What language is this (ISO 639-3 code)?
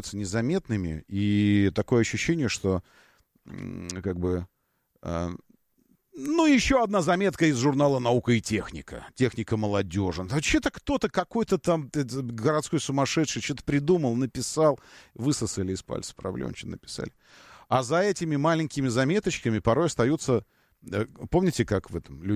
rus